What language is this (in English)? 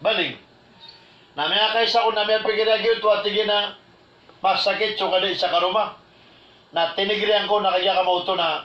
Maranao